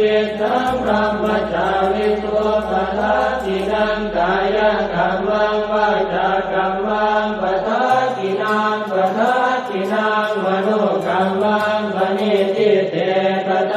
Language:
Pali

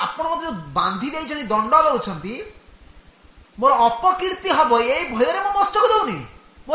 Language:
Odia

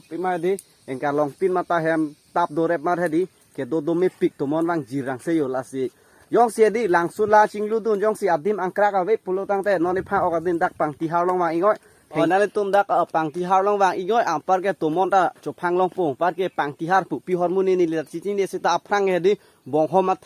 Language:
Karbi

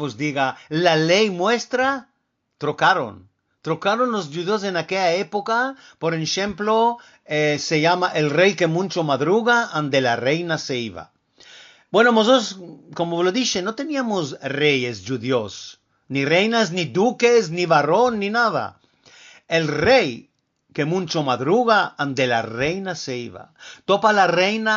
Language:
Ladino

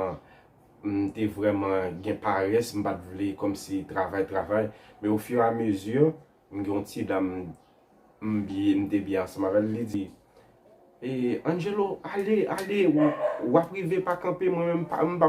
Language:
Haitian Creole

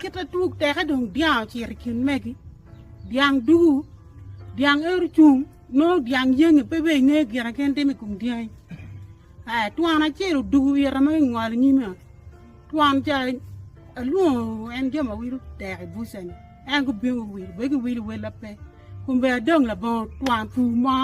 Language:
Acoli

